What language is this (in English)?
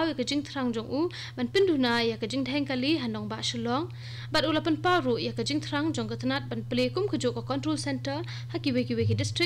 Khasi